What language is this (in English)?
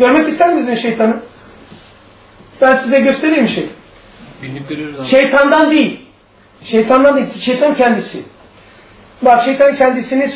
Turkish